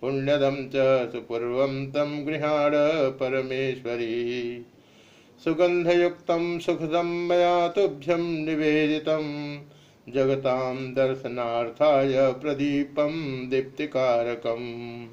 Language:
Sanskrit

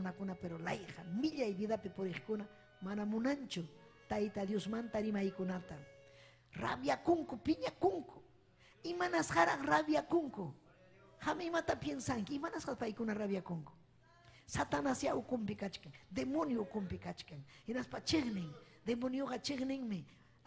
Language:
Ayacucho Quechua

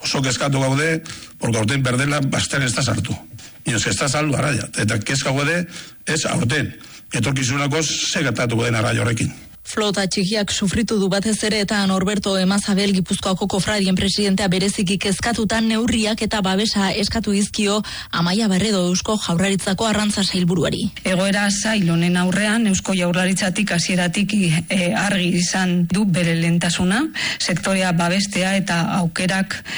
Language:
Basque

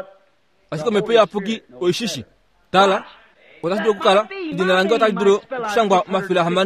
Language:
Kuanyama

